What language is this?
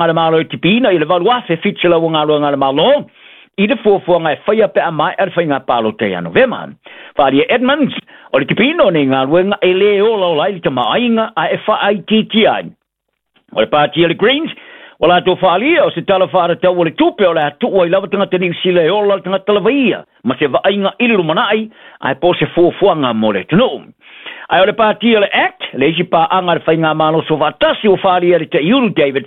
Samoan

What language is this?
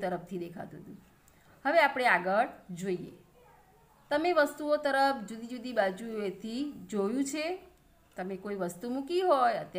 Gujarati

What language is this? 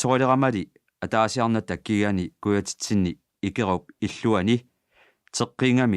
Kalaallisut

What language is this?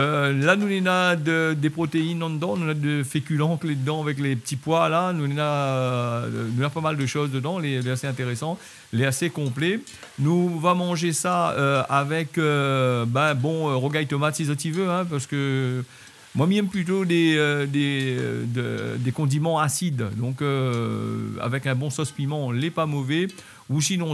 Réunion Creole French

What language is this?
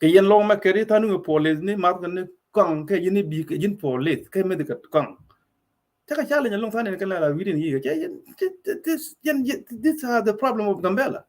Nuer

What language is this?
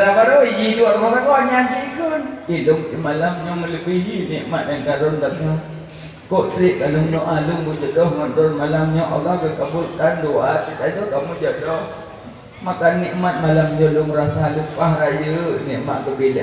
Achinese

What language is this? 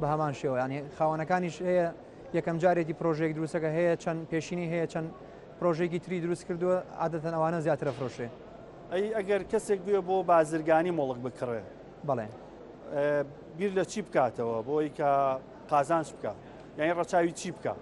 Central Kurdish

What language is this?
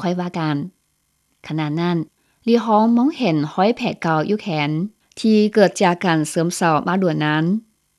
Lao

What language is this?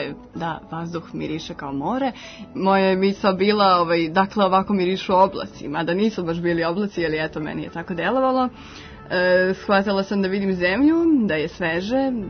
Serbian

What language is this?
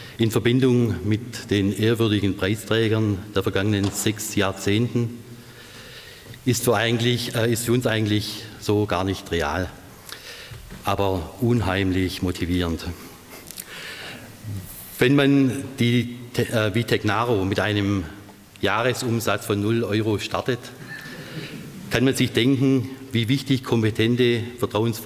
German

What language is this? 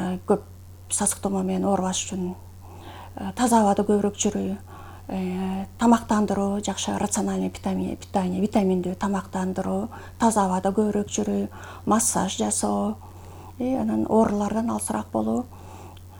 Kyrgyz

